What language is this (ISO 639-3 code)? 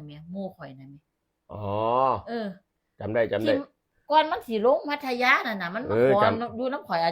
tts